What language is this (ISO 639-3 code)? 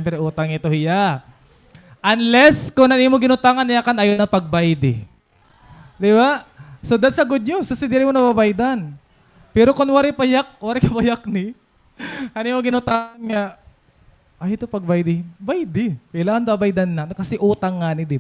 war